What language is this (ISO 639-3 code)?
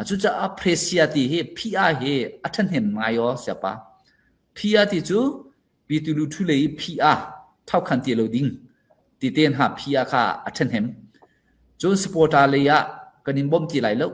cfm